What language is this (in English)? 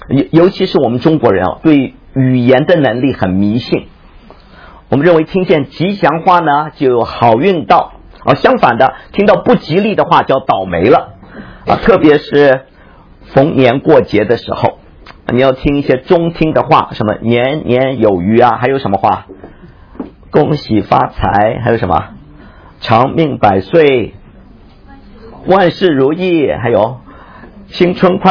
Chinese